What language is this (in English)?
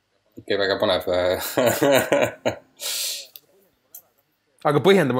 Estonian